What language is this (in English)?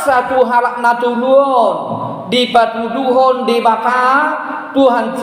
Batak Toba